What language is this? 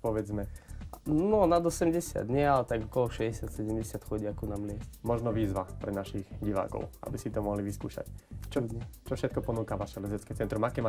Slovak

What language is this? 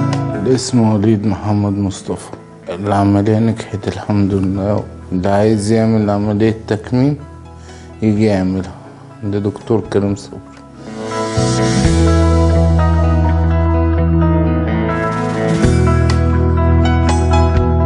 Egyptian Arabic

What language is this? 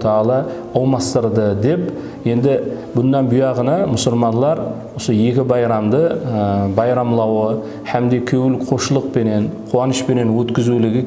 Kara-Kalpak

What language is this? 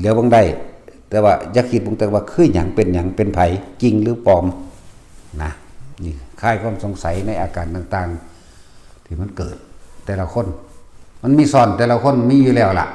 Lao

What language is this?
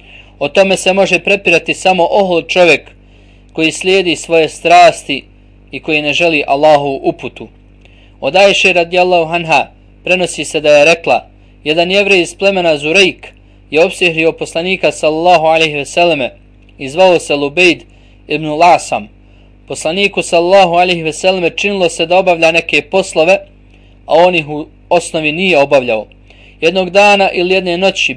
Bosnian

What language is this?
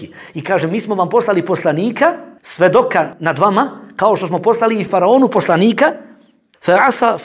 Bosnian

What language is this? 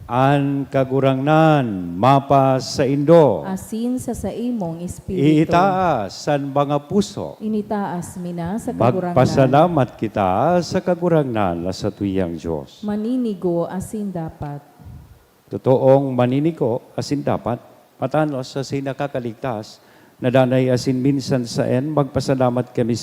Bikol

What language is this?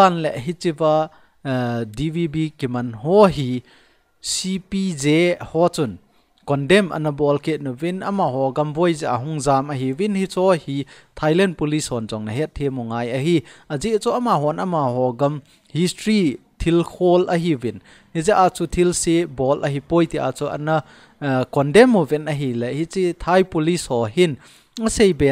Thado Chin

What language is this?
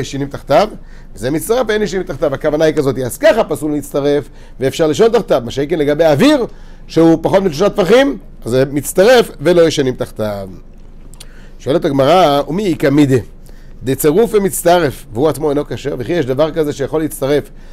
Hebrew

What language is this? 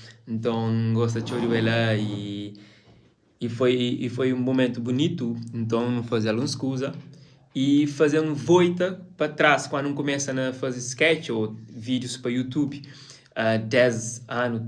Kabuverdianu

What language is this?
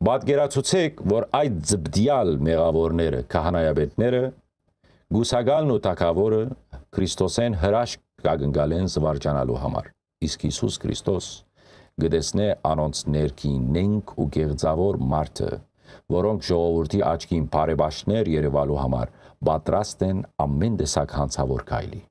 Western Armenian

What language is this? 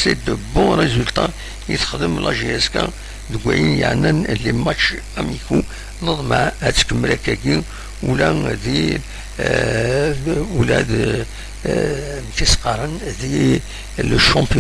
Kabyle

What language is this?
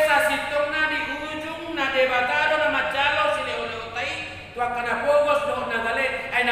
Batak Toba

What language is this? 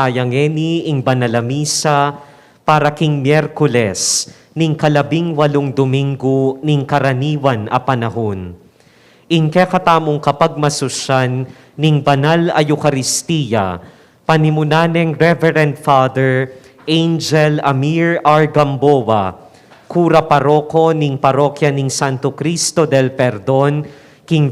Pampanga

